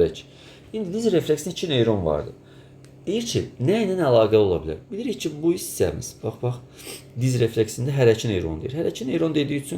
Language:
Azerbaijani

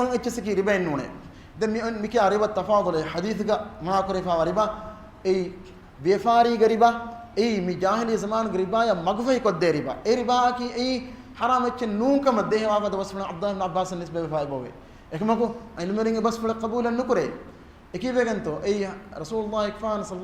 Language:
Divehi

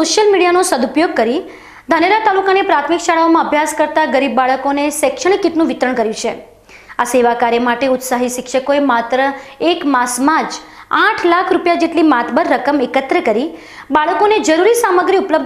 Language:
Gujarati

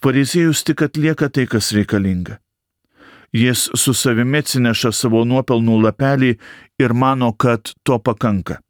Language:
Lithuanian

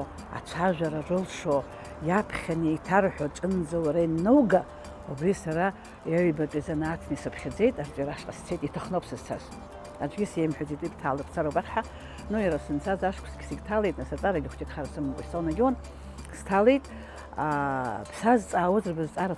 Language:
Abkhazian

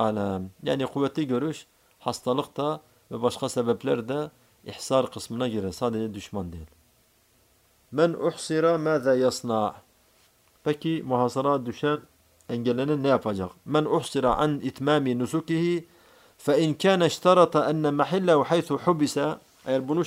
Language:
Turkish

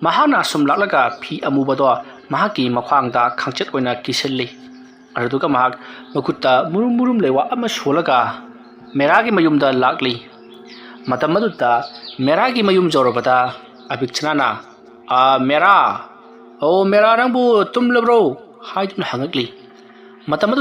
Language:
Manipuri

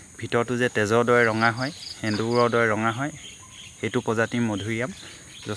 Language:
Assamese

